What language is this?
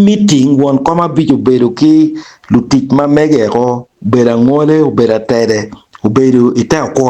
Acoli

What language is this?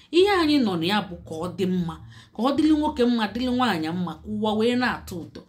Igbo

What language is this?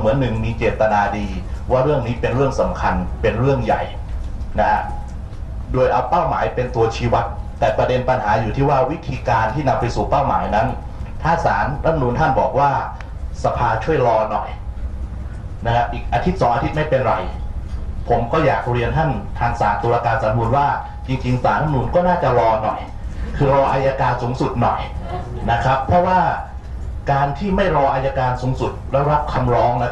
Thai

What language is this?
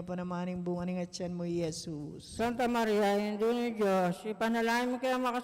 Pampanga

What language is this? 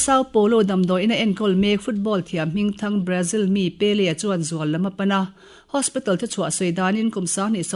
Mizo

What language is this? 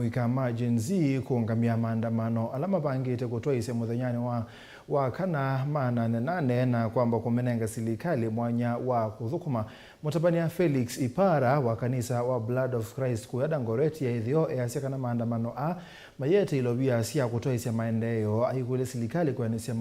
Kamba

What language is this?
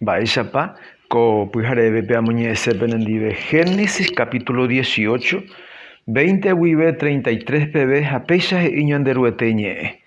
Guarani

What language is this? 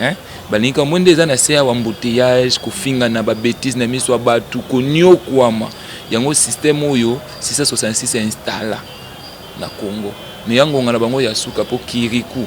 Lingala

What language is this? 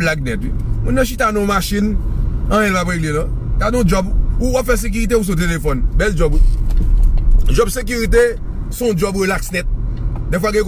Haitian Creole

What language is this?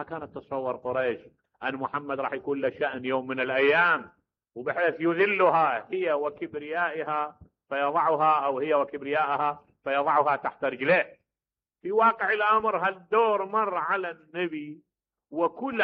Mesopotamian Arabic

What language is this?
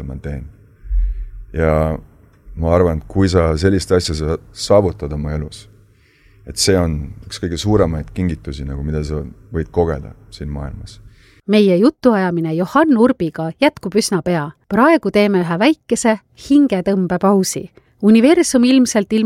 Estonian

